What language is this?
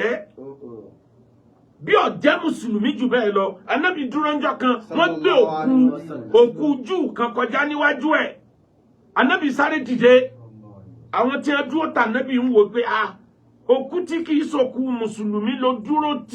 Yoruba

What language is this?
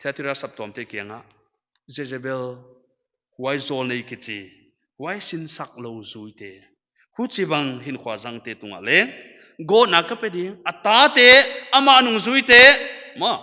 Paite Chin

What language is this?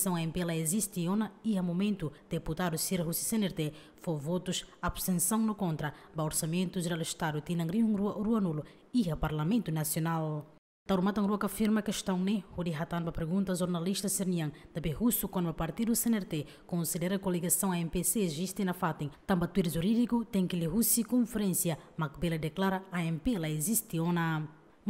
Tetum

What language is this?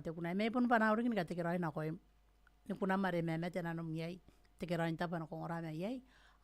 Gilbertese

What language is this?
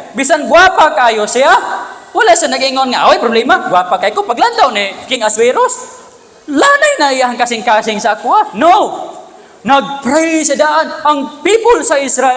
Cebuano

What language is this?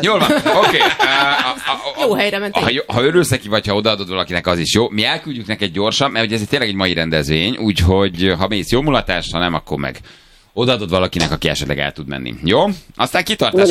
Hungarian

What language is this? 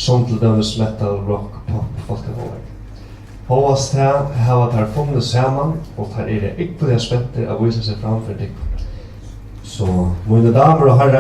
Faroese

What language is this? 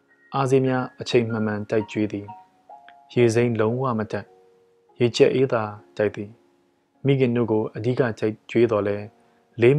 Burmese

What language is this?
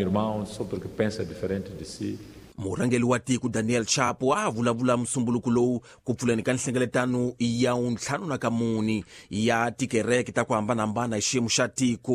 Tsonga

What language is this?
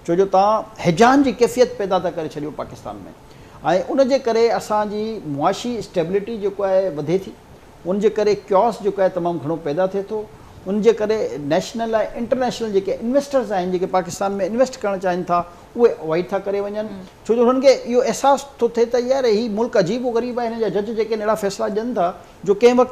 Sindhi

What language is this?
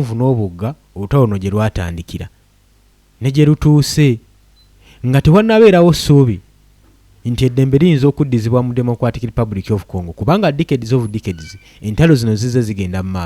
Ganda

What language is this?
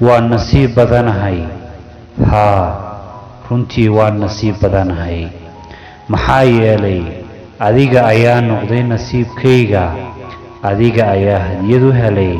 Somali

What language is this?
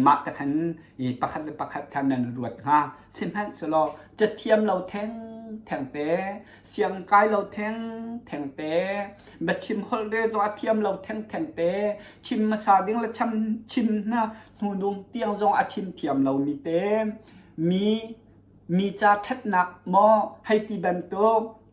Hakha Chin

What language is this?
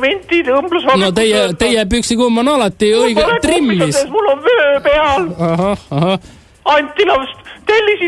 Estonian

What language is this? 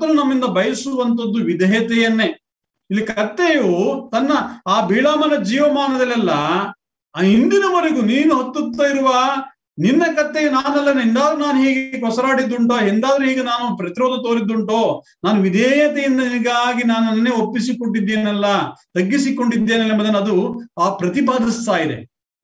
Kannada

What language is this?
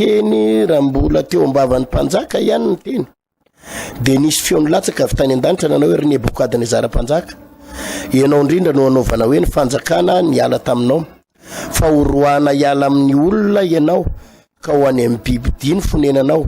Malagasy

